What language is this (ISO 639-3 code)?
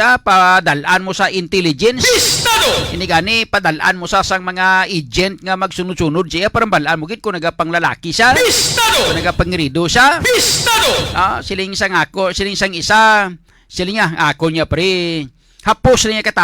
hil